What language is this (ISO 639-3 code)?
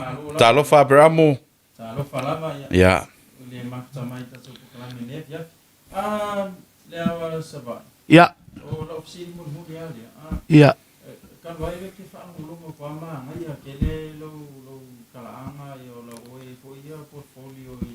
smo